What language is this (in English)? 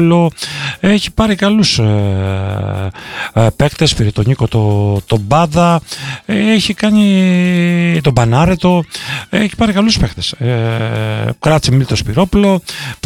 Greek